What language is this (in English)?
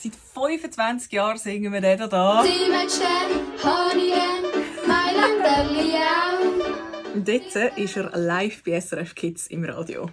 Swiss German